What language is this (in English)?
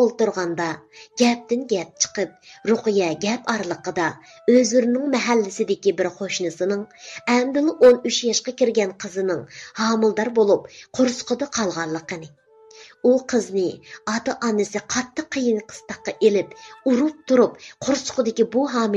Uyghur